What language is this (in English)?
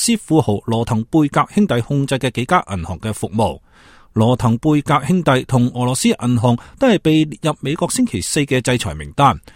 Cantonese